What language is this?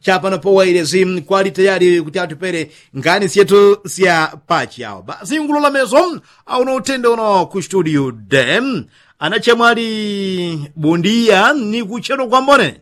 Yao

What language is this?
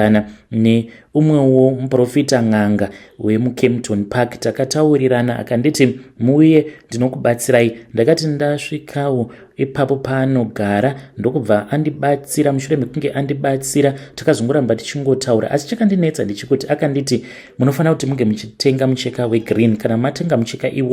Shona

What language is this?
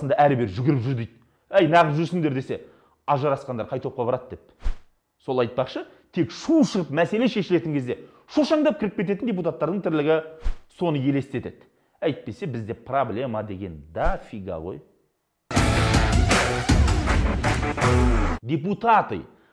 Kazakh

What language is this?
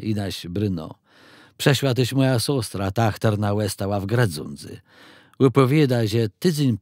Kashubian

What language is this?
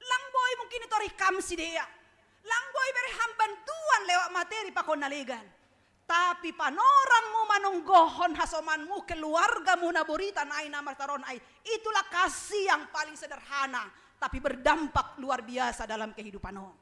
Batak Simalungun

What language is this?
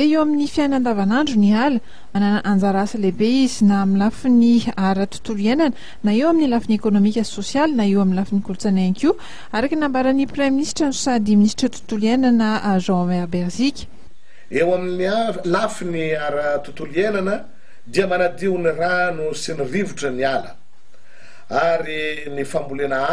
Malagasy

